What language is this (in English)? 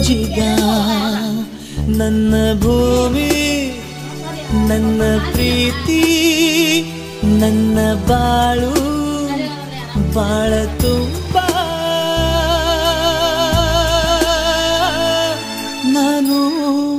Kannada